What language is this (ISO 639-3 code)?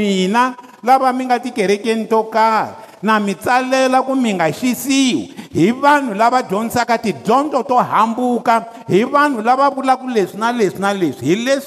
tso